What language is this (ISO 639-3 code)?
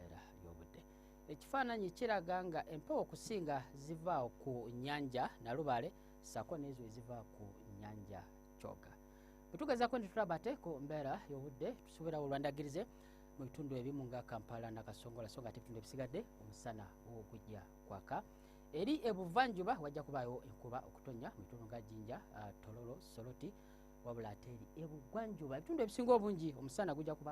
lug